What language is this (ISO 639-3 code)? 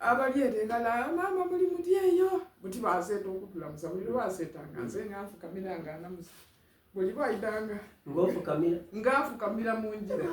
xog